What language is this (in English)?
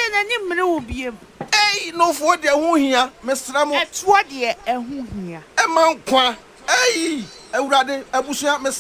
Akan